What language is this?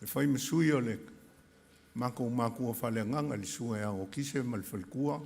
Samoan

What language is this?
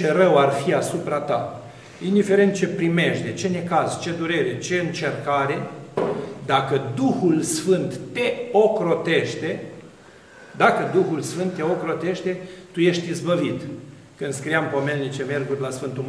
Romanian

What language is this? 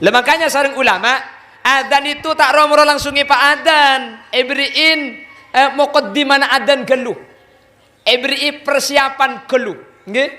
Madurese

